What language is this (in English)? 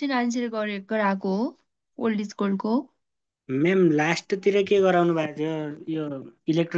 Nepali